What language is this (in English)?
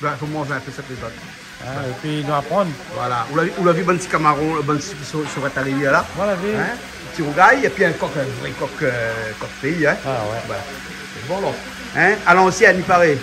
Réunion Creole French